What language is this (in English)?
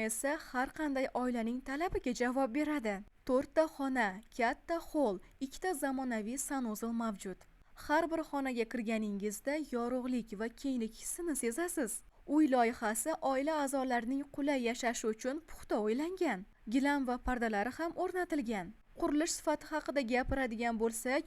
Uzbek